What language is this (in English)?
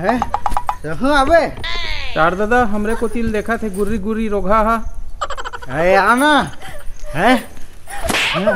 Chhattisgarhi